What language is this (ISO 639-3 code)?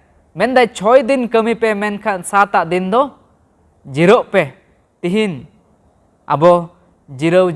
sat